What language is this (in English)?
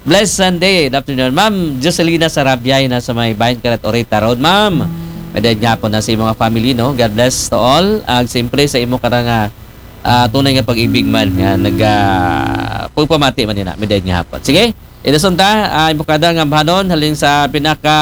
Aklanon